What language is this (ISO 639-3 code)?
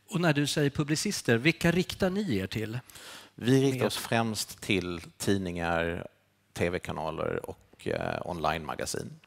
swe